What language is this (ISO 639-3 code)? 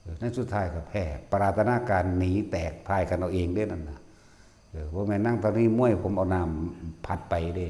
tts